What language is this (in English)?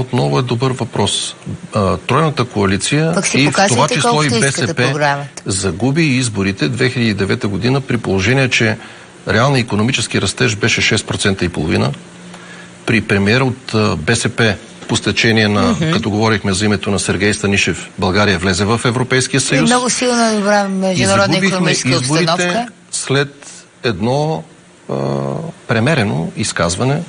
Bulgarian